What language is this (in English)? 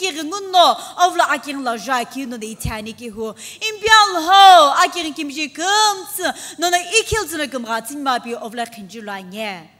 Sumi Naga